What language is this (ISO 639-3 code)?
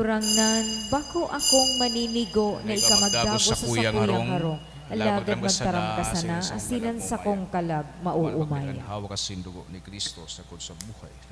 bik